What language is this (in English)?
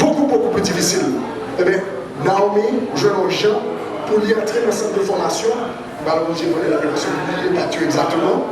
Haitian Creole